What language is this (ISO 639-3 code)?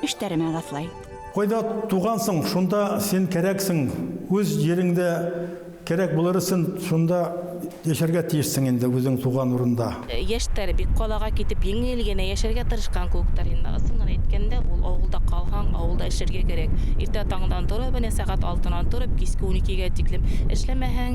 bak